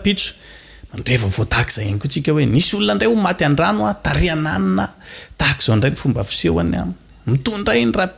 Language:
Malagasy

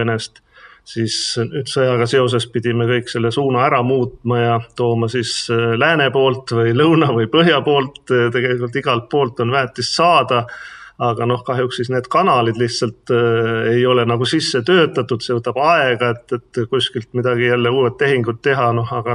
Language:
Estonian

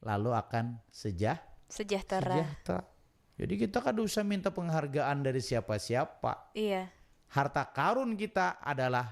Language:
Banjar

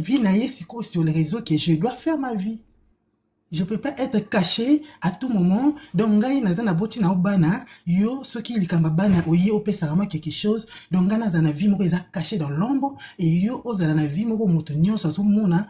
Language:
Lingala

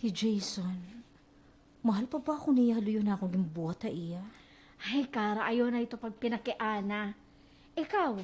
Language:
Waray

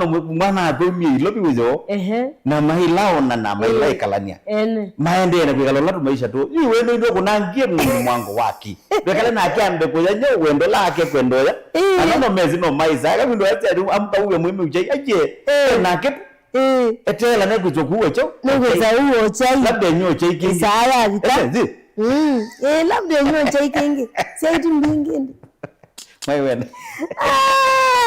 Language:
Kamba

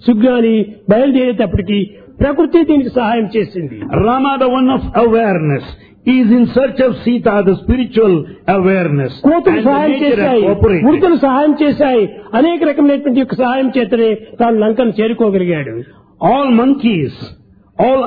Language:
Telugu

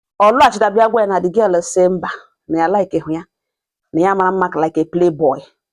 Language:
Igbo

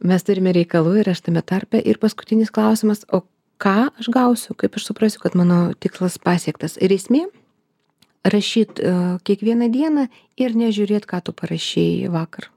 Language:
Lithuanian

